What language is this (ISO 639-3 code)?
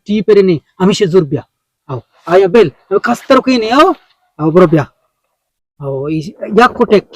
bgp